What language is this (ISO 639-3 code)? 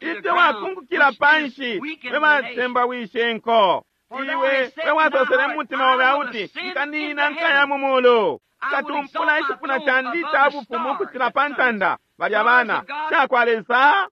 bem